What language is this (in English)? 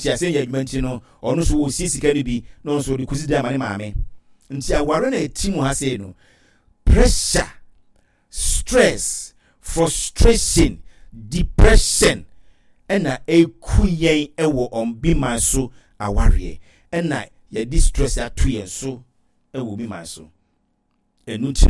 Akan